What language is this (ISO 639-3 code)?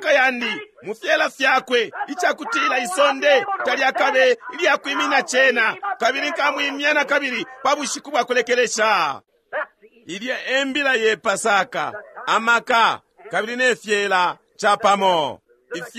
bem